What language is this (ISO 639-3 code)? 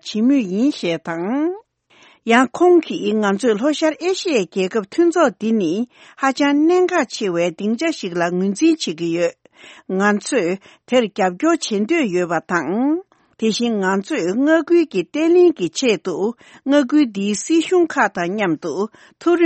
bod